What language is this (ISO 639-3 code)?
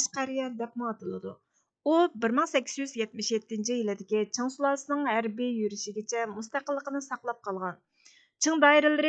uig